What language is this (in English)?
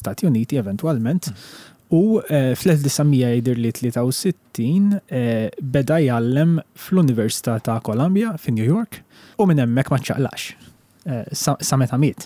Maltese